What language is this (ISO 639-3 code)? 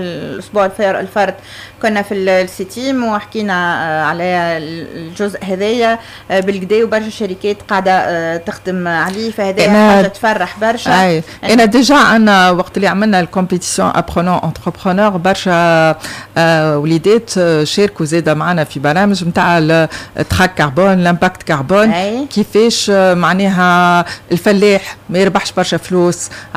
aeb